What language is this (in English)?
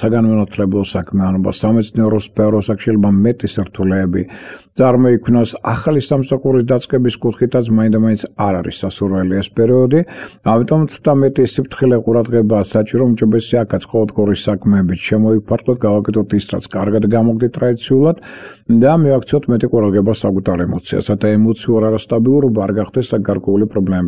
Georgian